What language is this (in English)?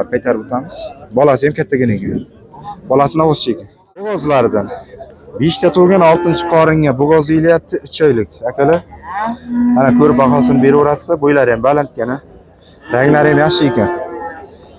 Uzbek